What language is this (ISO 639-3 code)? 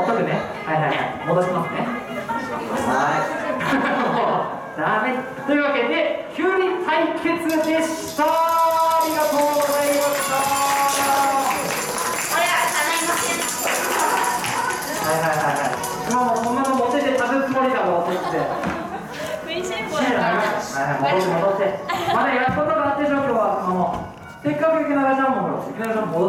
jpn